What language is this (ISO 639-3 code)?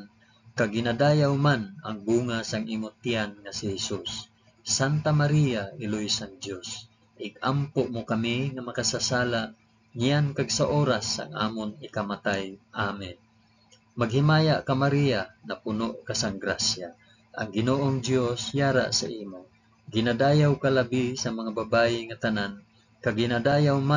hil